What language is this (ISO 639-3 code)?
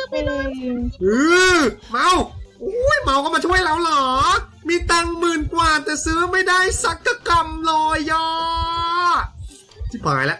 tha